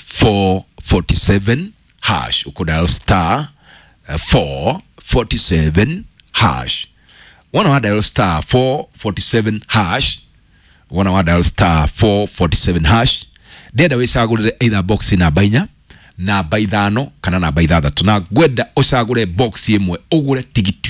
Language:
Kikuyu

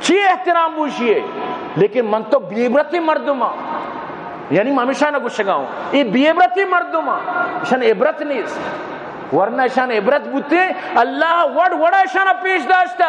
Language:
Eastern Balochi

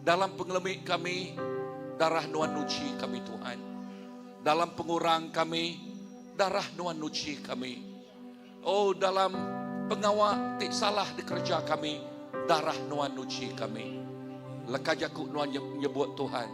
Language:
Iban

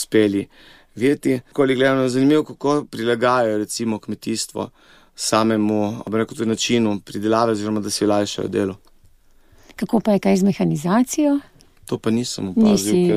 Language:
Slovenian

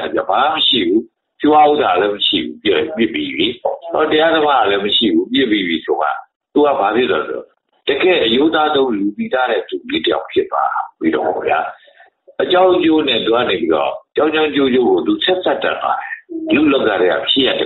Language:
Burmese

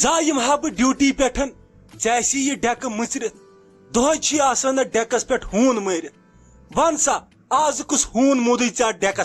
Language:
Kashmiri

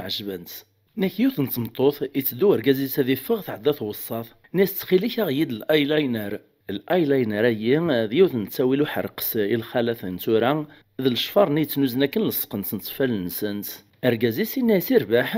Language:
Kabyle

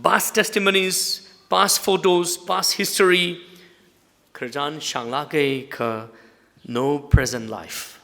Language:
Tangkhul Naga (India)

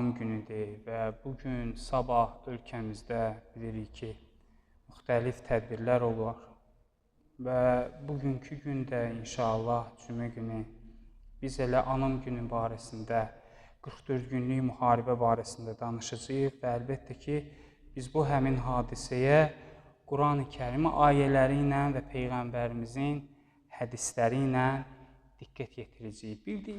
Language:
Azerbaijani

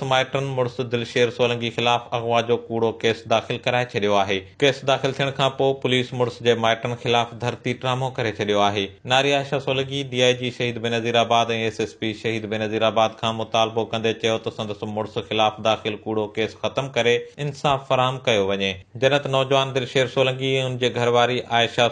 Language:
Sindhi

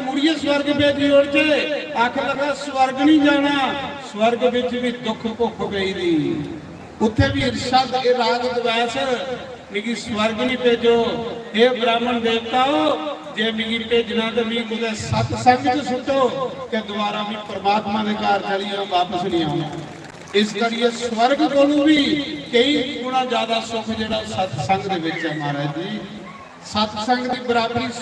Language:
Dogri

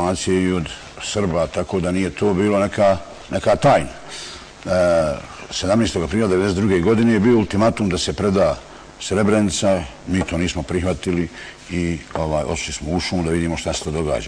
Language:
Bosnian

